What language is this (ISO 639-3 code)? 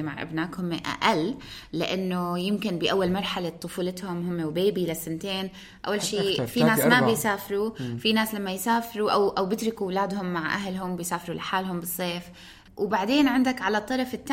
apc